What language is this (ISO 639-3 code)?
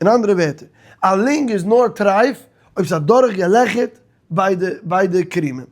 yid